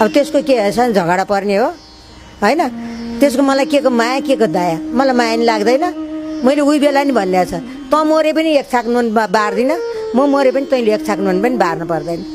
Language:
Nepali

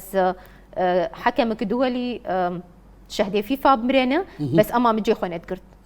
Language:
Kurdish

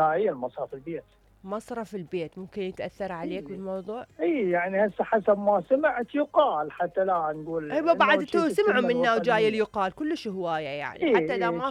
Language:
Mesopotamian Arabic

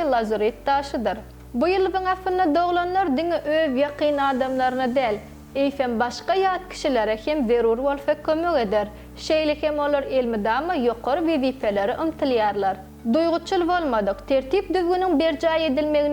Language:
Turkmen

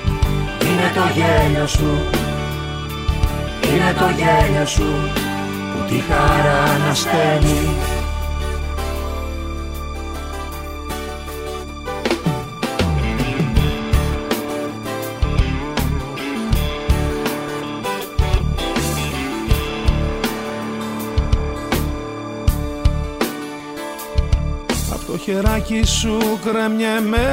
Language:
Greek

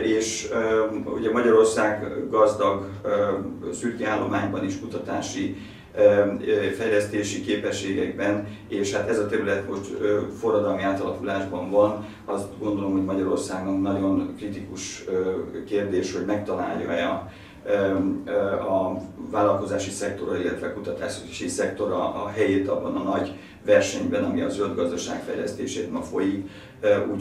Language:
Hungarian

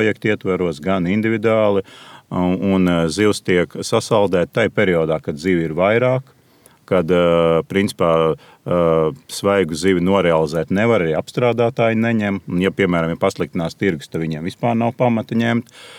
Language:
Latvian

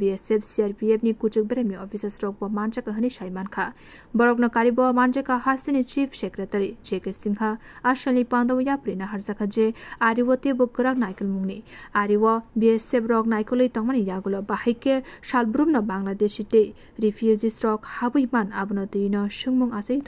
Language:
Kok Borok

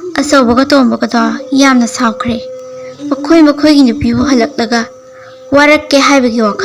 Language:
Manipuri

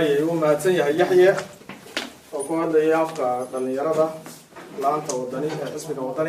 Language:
Somali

